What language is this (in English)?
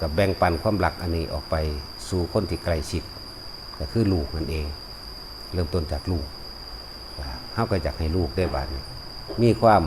Northeastern Thai